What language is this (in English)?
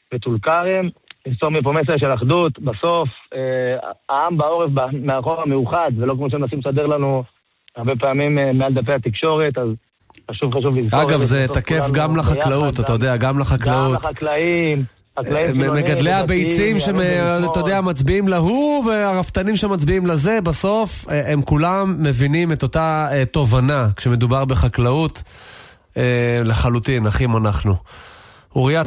Hebrew